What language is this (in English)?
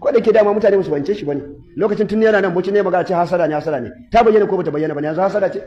Hausa